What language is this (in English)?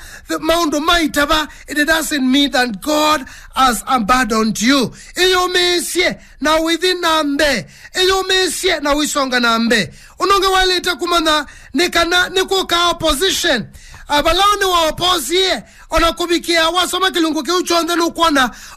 Kamba